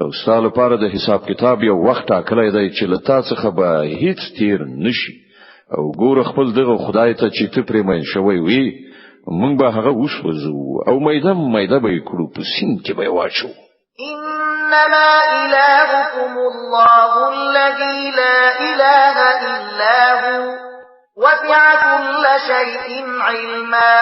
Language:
Pashto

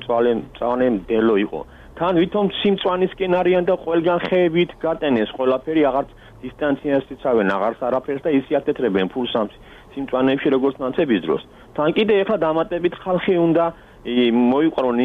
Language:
Georgian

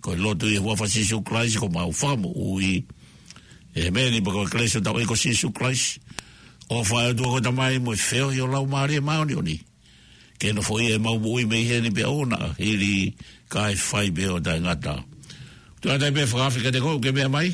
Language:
Tongan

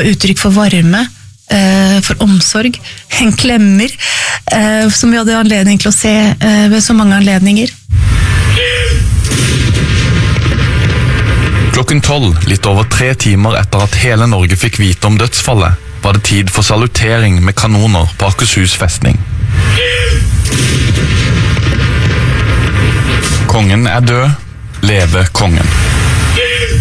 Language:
Norwegian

